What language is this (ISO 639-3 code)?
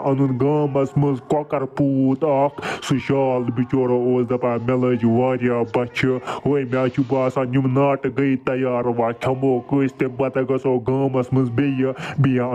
kas